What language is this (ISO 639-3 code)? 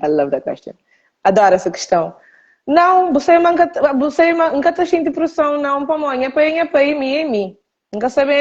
kea